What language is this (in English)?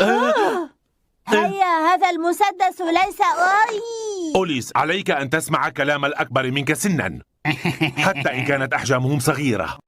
Egyptian Arabic